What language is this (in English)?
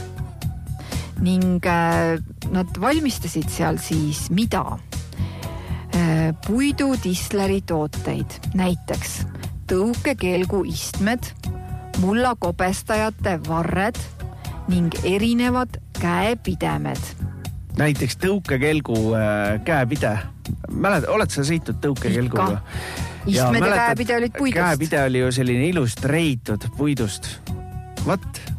Estonian